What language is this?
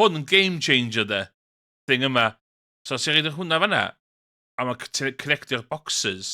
Welsh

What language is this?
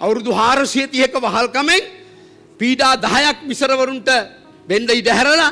Sinhala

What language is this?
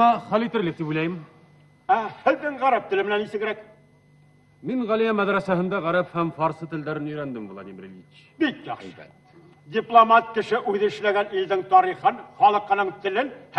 Bashkir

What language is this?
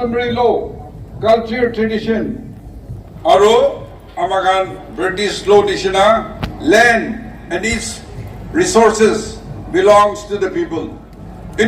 Naga Pidgin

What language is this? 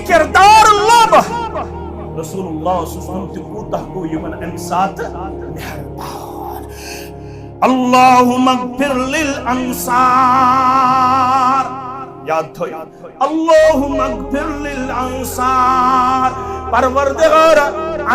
Kashmiri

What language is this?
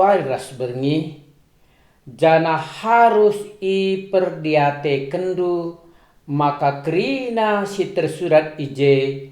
Batak Karo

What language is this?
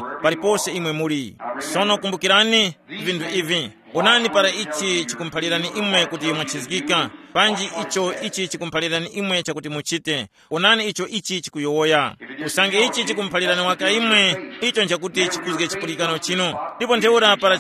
Tumbuka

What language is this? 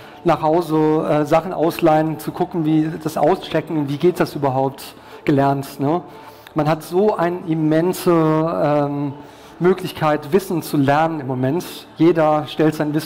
German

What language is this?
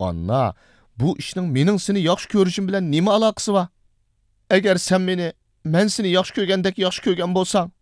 Uyghur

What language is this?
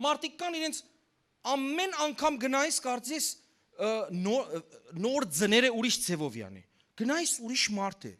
Western Armenian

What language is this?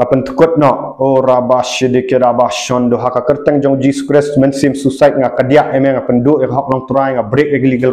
Khasi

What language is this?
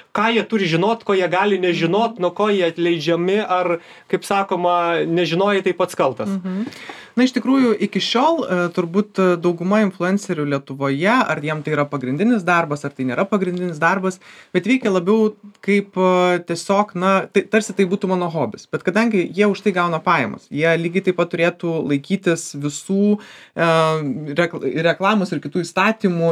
Lithuanian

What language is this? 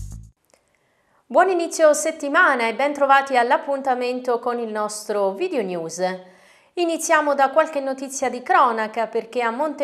Italian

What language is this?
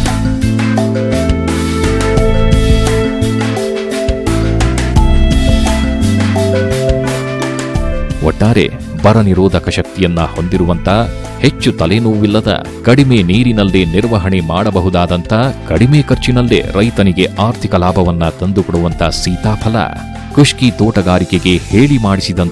Kannada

